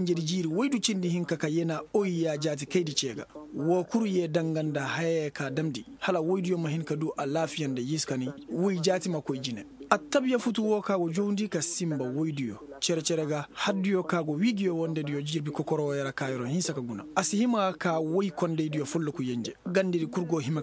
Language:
Koyraboro Senni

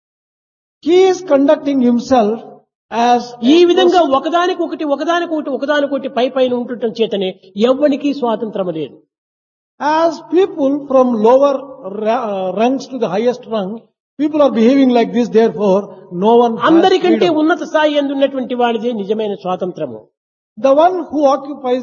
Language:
Telugu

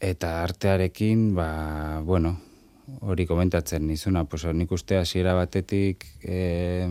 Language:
Basque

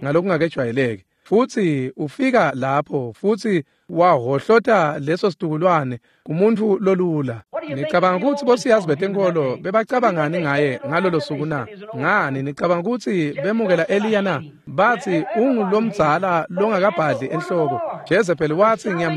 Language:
Swati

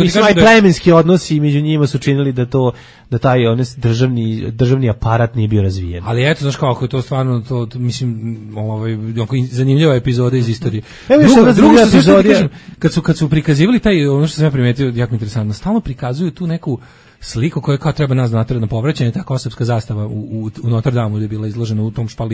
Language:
Serbian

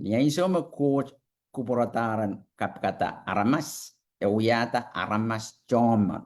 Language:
Pohnpeian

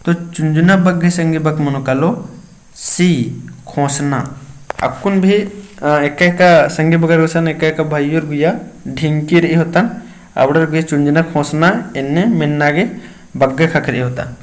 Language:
Kurukh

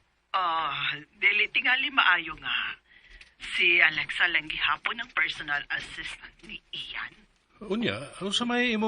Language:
Cebuano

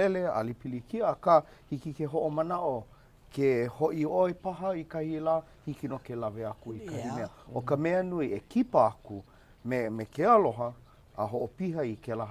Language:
Hawaiian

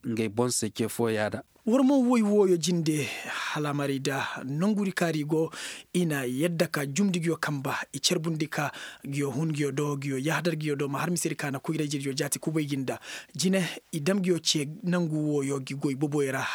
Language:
Koyraboro Senni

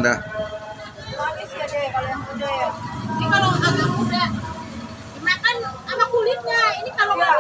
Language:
Betawi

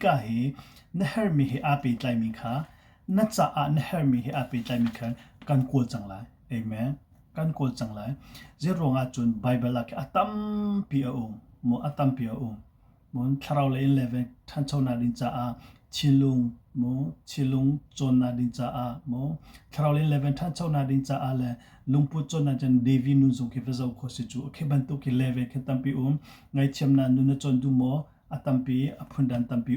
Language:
Hakha Chin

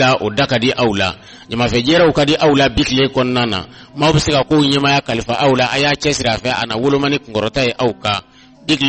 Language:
Bambara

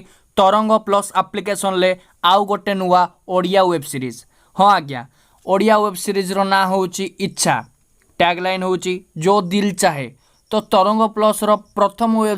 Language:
Odia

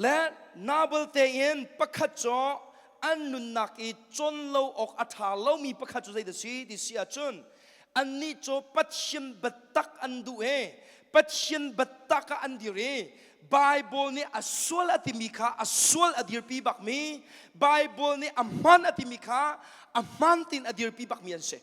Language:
Hakha Chin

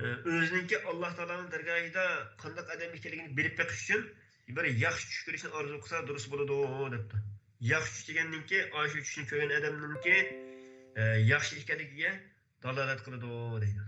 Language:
Uyghur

